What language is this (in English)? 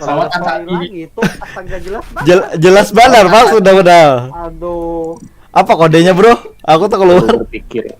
Banjar